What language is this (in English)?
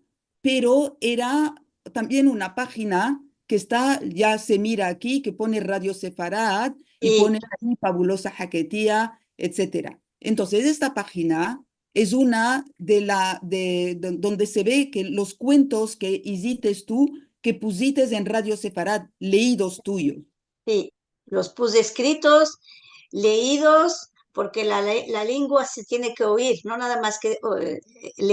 Ladino